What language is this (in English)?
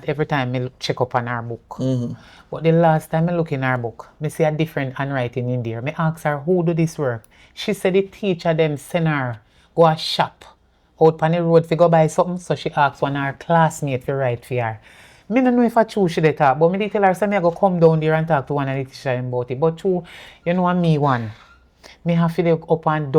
Jamaican Creole English